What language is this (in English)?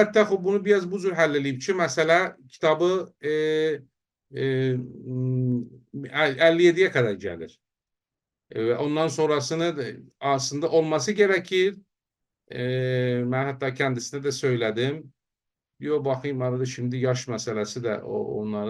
South Azerbaijani